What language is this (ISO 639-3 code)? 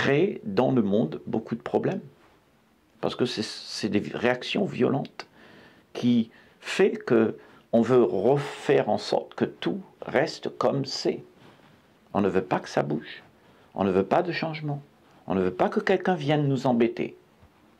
fra